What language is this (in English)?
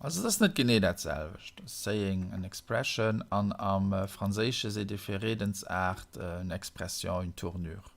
Luxembourgish